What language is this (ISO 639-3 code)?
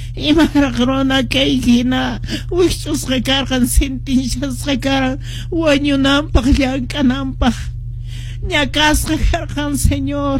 que